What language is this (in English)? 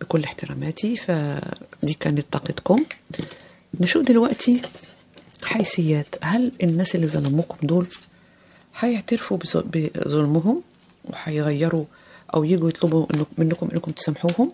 Egyptian Arabic